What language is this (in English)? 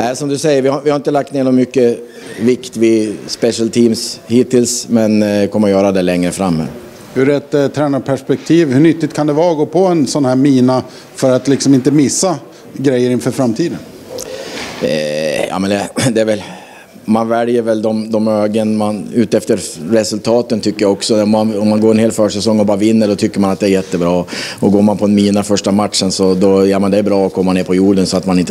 Swedish